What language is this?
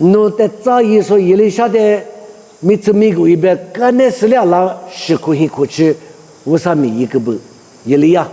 Lisu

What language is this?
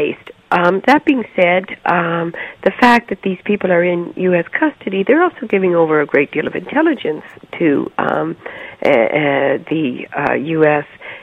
English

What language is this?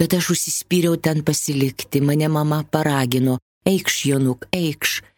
Lithuanian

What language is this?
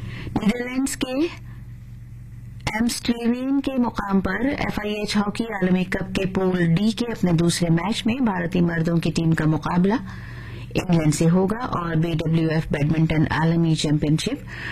Urdu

